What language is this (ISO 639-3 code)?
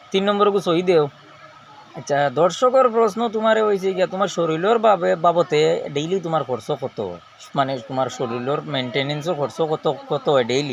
syl